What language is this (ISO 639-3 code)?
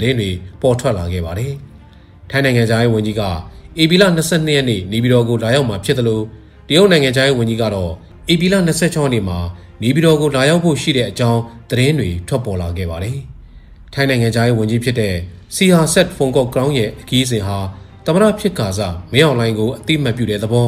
mya